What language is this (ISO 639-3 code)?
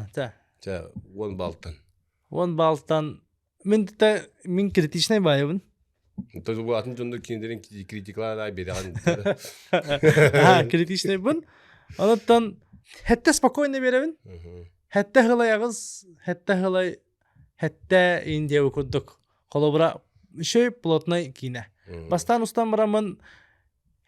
sah